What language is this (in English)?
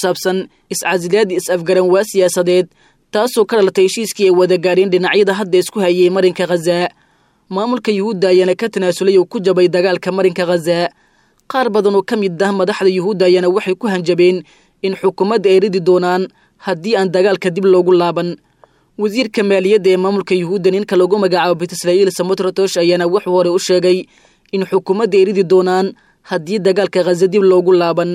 Somali